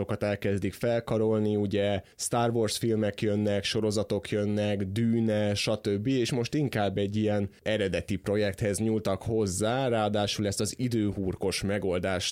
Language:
Hungarian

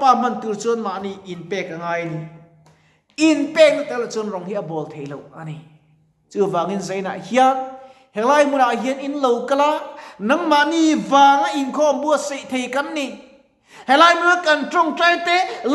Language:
Mizo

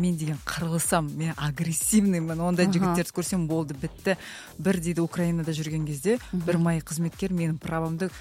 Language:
Kazakh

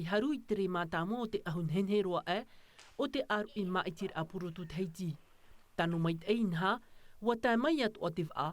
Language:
Tahitian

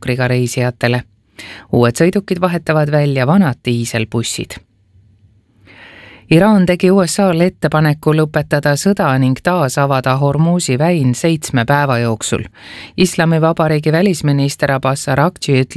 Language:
Estonian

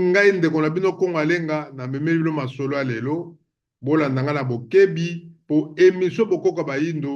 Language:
Lingala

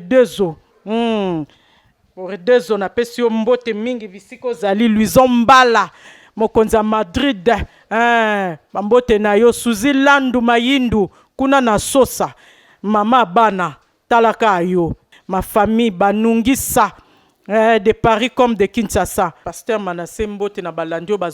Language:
Lingala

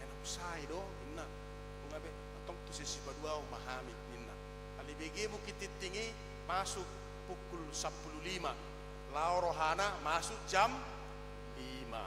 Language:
Batak Toba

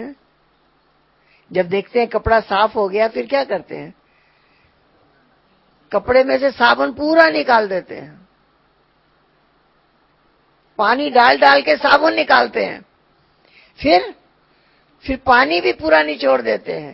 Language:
Hindi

